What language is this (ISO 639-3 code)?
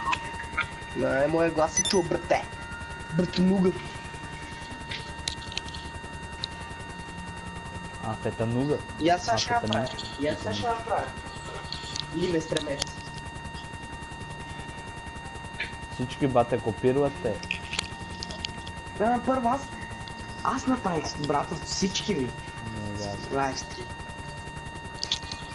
bul